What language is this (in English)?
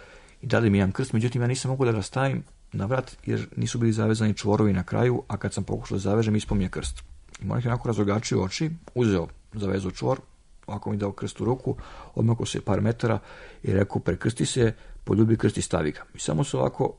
Serbian